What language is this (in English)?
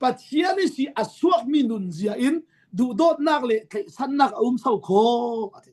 Falam Chin